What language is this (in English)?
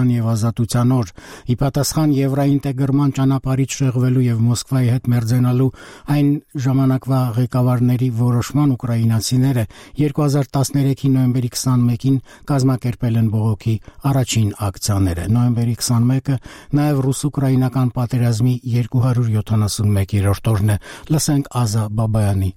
Armenian